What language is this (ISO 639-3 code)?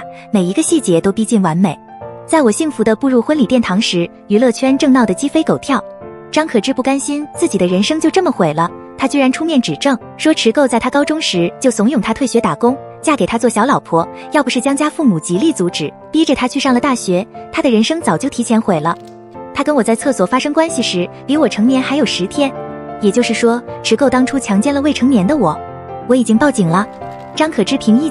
zho